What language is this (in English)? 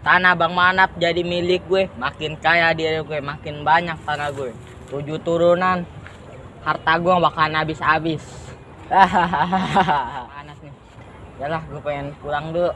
Betawi